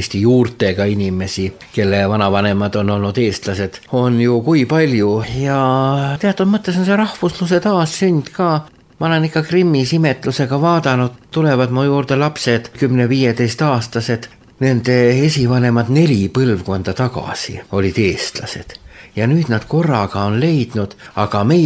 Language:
Estonian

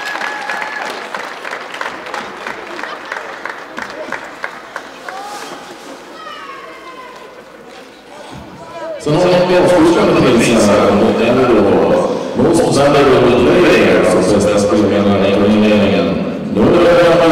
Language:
Swedish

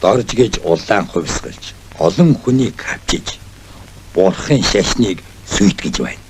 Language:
Mongolian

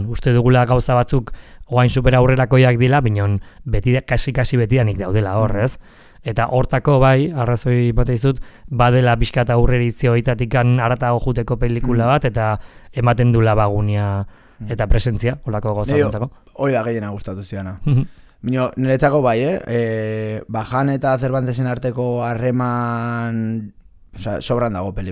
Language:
Basque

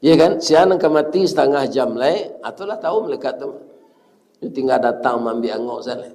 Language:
Minangkabau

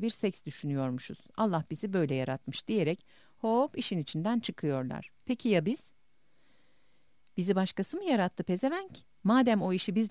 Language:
Turkish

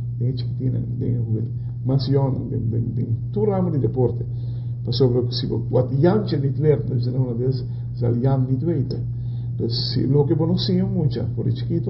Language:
Papiamento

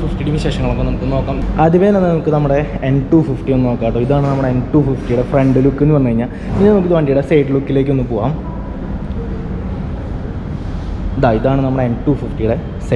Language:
Malayalam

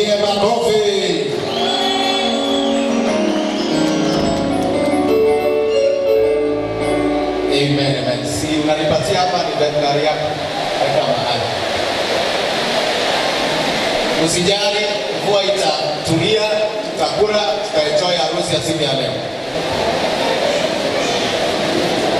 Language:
Swahili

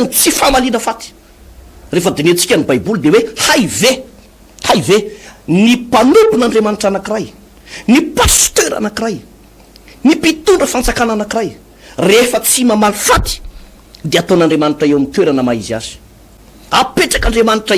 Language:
Malagasy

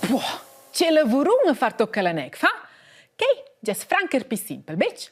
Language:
Romansh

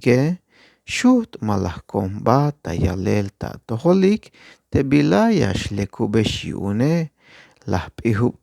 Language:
Tzeltal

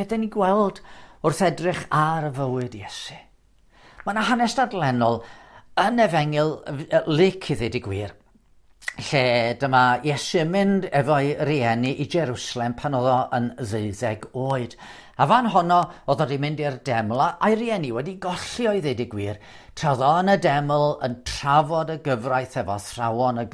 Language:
Welsh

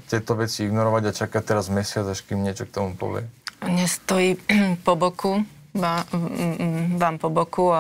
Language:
Slovak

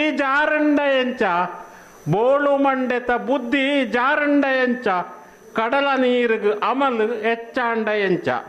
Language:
Tulu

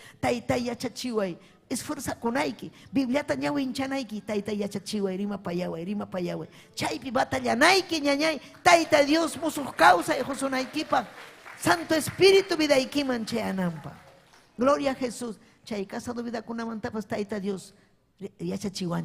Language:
Ayacucho Quechua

